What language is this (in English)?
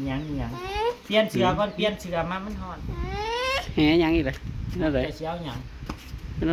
Northeastern Thai